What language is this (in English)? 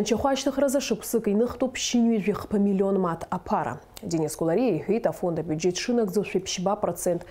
Abkhazian